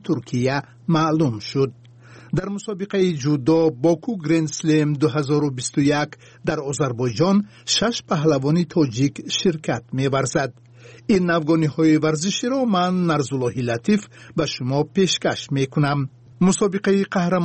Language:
Tajik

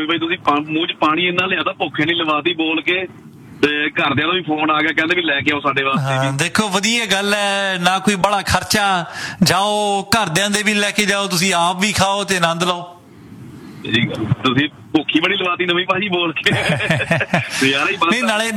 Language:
Punjabi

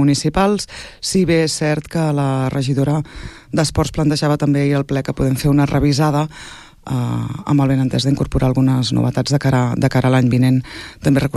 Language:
Catalan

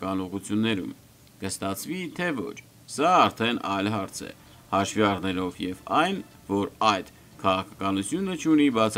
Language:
Armenian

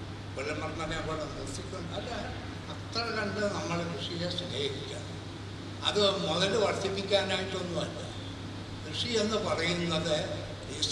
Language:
Malayalam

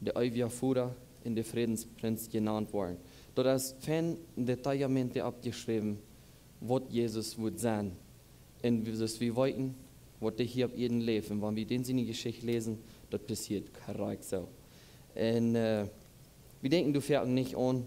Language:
Plautdietsch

